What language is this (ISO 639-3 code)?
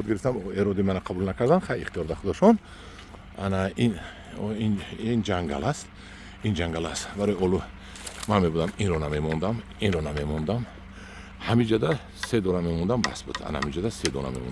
tgk